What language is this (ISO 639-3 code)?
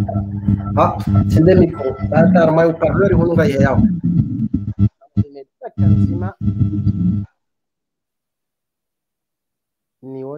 swa